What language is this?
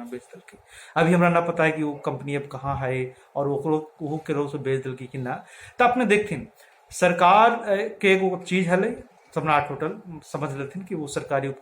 Magahi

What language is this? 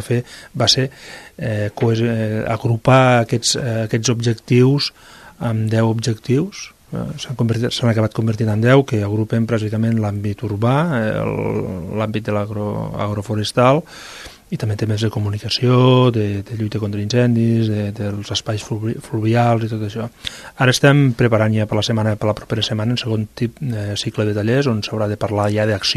Catalan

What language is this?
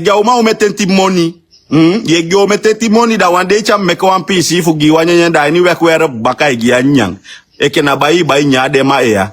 Sranan Tongo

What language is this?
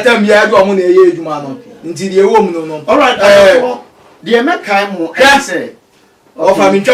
Akan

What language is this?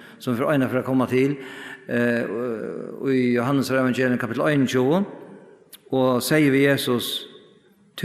Faroese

